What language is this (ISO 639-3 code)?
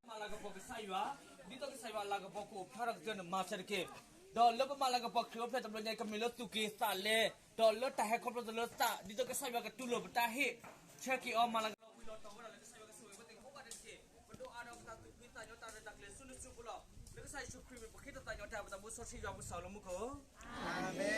ksw